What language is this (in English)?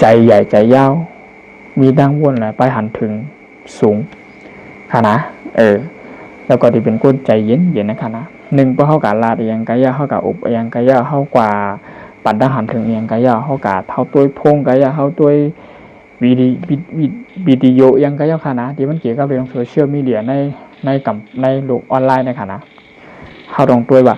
Shan